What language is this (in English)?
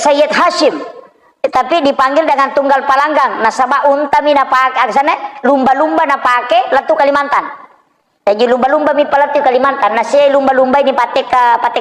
Buginese